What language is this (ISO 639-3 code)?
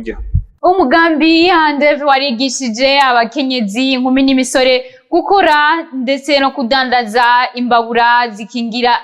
run